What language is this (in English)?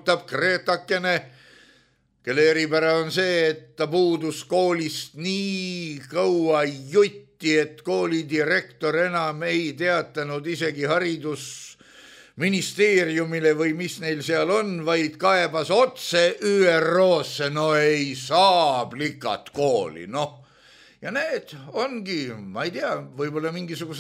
Estonian